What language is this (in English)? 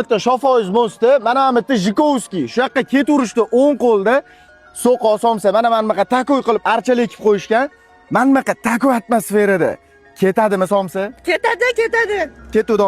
Uzbek